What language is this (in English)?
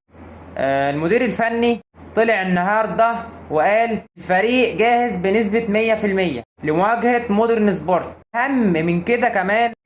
Egyptian Arabic